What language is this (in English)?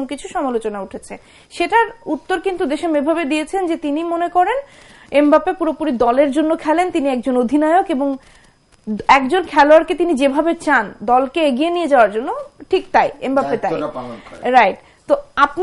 Bangla